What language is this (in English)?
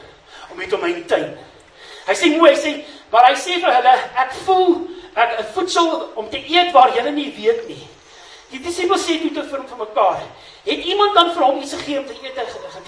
Afrikaans